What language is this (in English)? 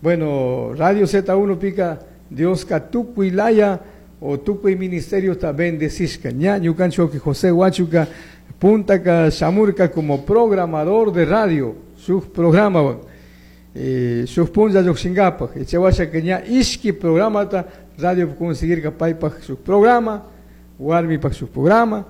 Chimborazo Highland Quichua